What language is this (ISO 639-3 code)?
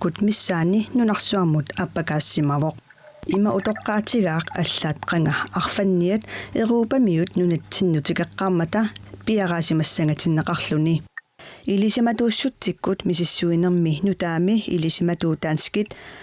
kal